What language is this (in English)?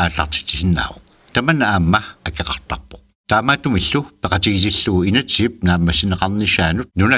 Kalaallisut